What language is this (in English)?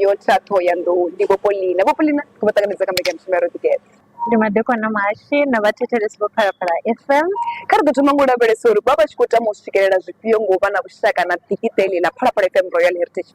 Venda